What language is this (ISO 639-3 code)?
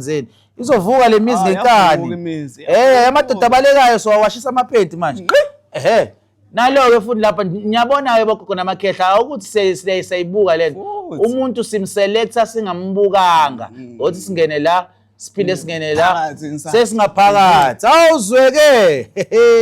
zul